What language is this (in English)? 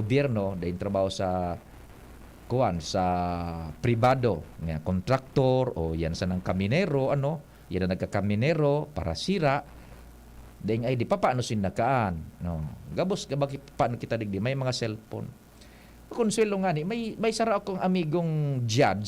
Bikol